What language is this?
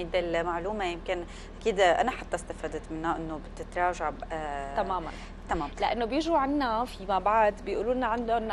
North Levantine Arabic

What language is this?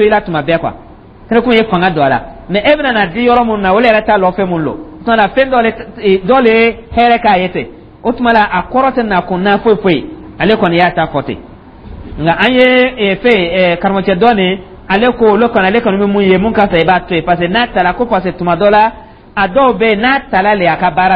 Dyula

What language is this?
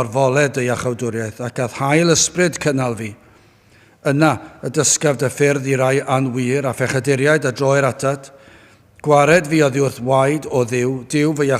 Welsh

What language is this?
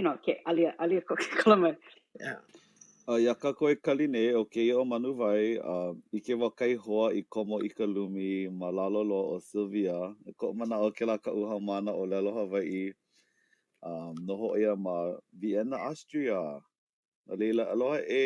Hawaiian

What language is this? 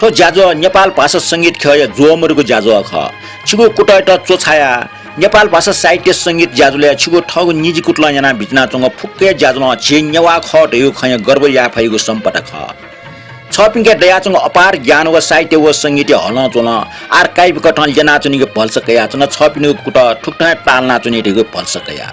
Newari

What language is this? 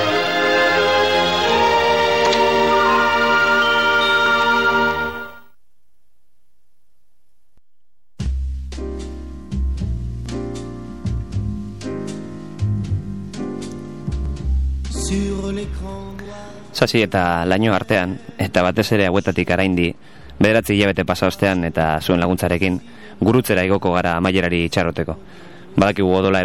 Basque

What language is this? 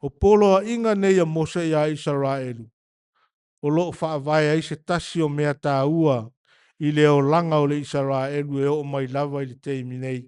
Samoan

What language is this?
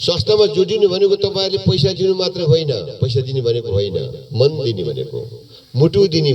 Nepali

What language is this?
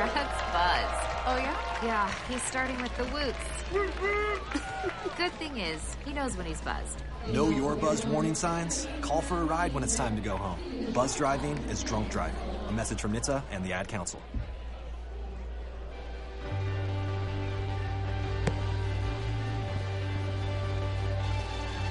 English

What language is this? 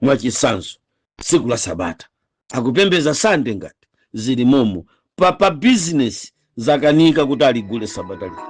Nyanja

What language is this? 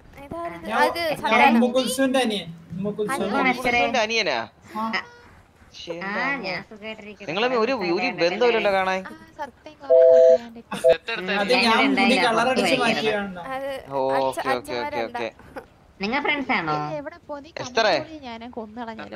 Malayalam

